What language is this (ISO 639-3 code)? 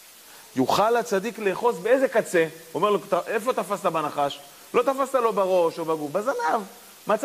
heb